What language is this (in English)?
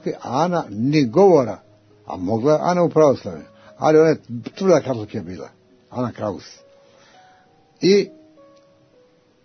Croatian